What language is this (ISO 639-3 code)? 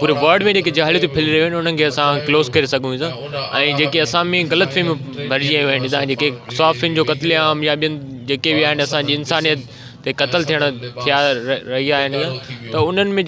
snd